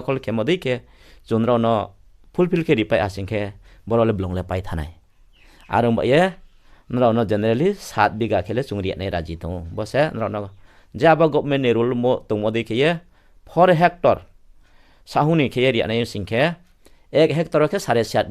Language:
Riang (India)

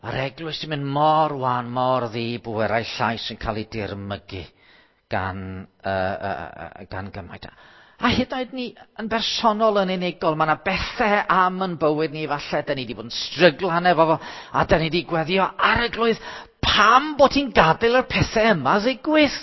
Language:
Welsh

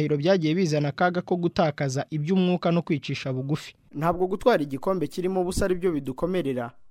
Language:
Kinyarwanda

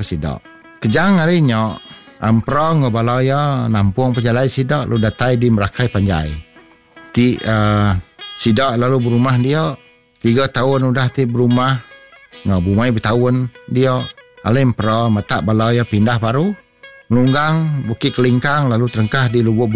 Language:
Iban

